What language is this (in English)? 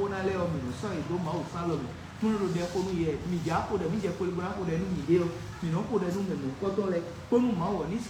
Fon